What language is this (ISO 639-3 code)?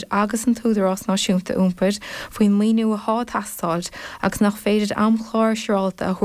gle